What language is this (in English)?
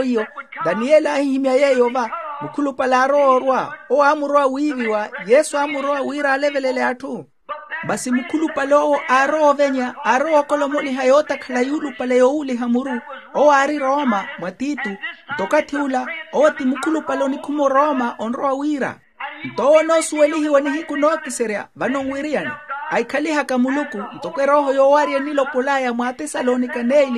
Makhuwa